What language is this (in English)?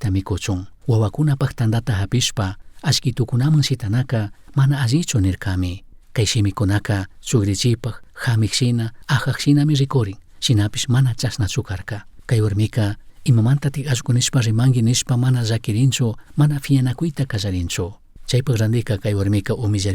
Chimborazo Highland Quichua